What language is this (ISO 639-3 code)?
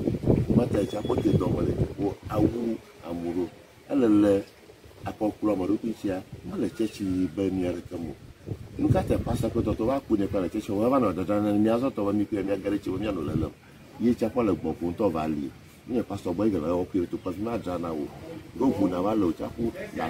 ewe